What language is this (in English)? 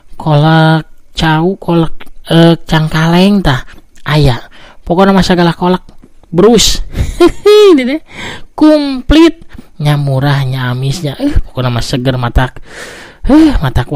Sundanese